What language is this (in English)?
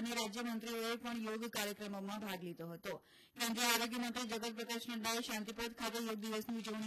Gujarati